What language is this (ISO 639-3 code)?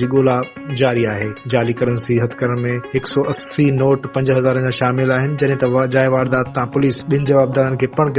snd